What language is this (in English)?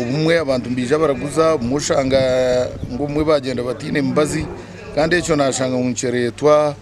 Nyankole